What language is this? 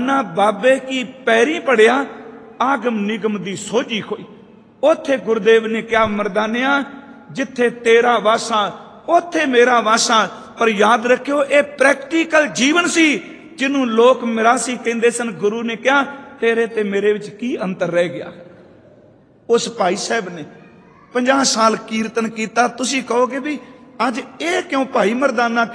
Punjabi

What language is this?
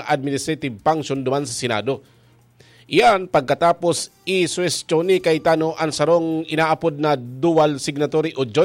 Bikol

